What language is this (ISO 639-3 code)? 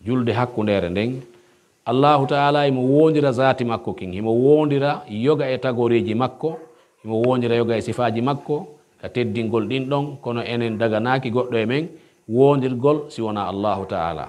fuf